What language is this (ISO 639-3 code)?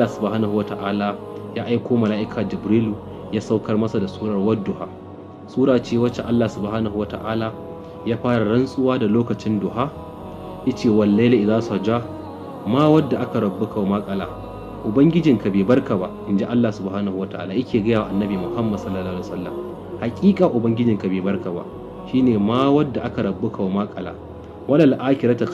hau